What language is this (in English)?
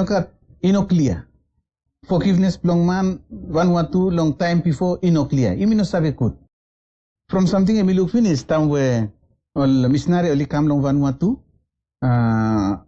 Bislama